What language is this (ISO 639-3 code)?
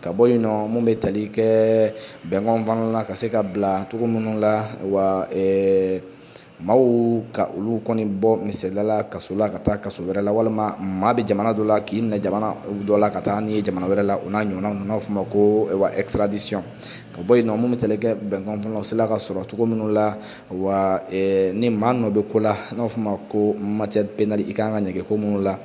bam